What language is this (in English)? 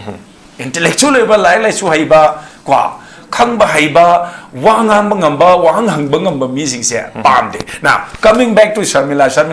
Manipuri